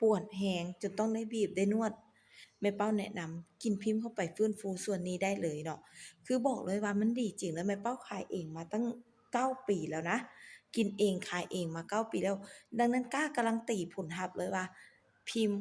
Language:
Lao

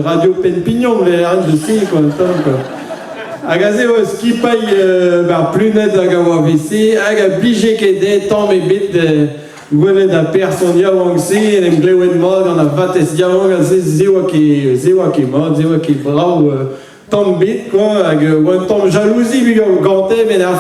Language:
Breton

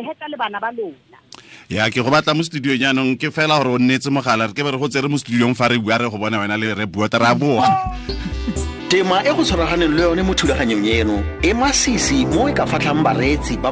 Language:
Tswana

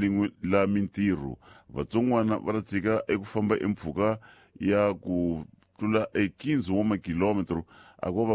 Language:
Tsonga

